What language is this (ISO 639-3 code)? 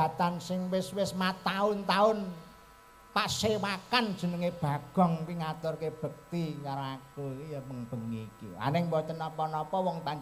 jav